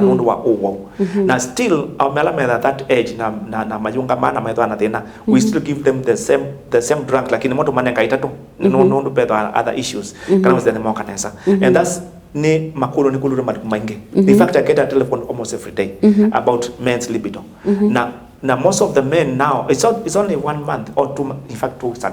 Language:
Kamba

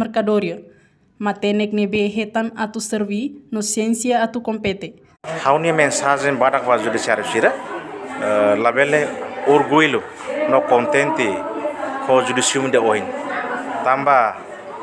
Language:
Tetum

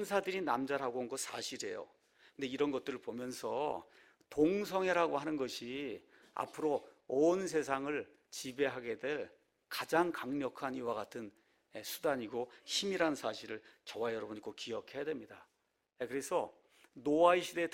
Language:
Korean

